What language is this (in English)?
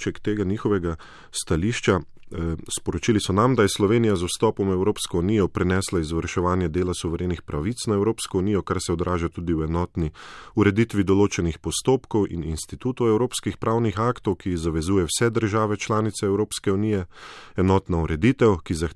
Slovenian